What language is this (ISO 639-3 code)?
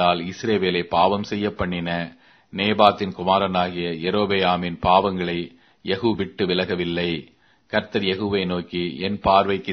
tam